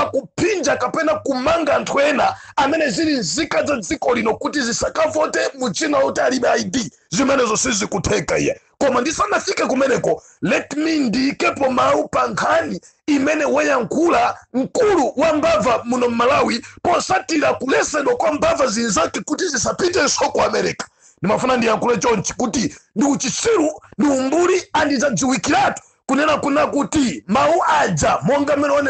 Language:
Nyanja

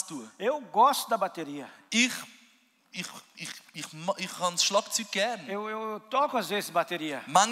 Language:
Swiss German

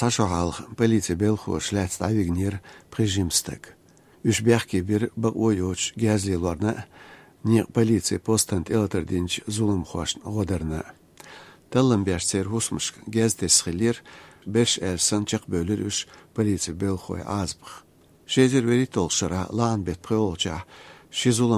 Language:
Slovenian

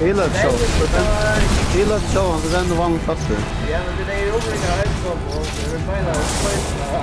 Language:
Faroese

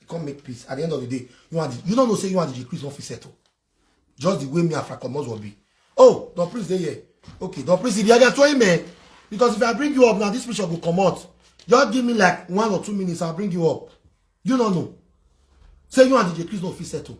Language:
Nigerian Pidgin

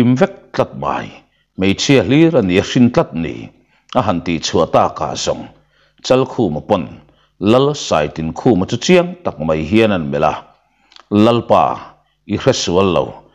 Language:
Mizo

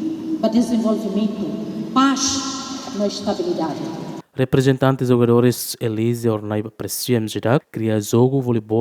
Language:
Tetum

